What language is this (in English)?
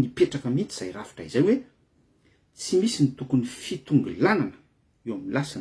Malagasy